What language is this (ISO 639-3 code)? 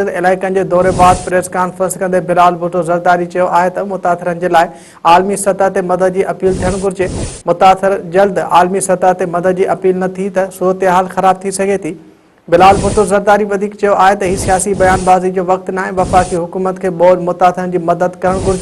snd